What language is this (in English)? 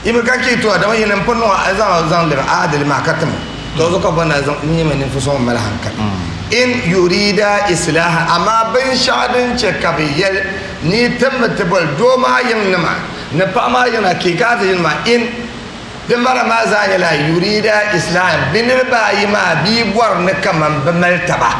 Dagbani